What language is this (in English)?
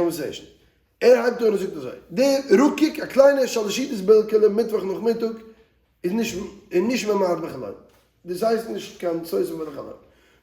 Yiddish